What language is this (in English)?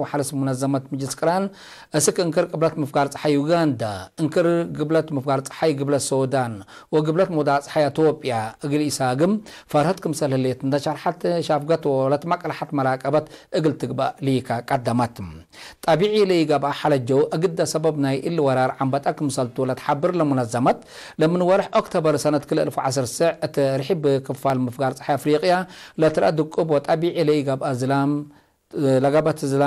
Tigre